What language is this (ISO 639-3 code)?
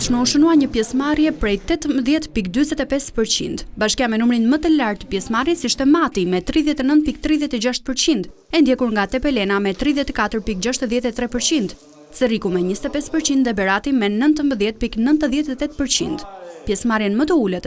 sqi